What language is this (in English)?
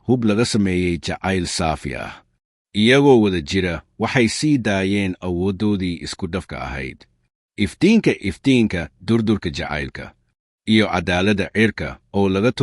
Somali